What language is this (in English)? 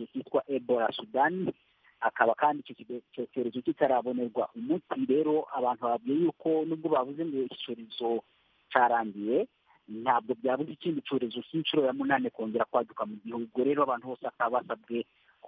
Kinyarwanda